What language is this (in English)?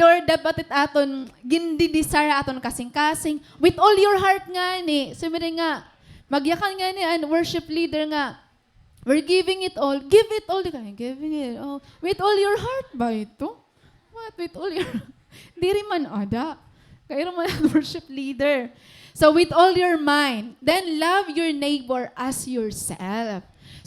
Waray